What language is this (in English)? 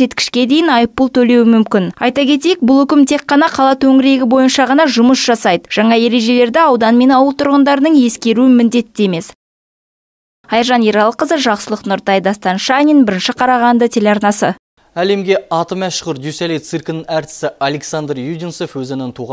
Kazakh